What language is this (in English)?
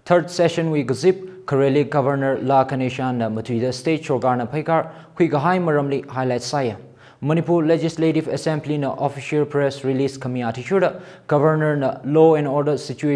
Tangkhul Naga (India)